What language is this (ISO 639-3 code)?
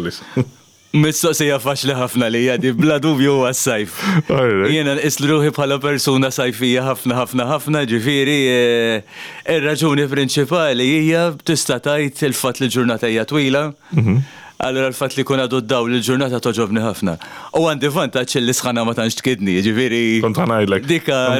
mlt